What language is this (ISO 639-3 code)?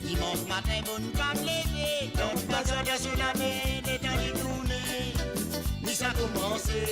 mfe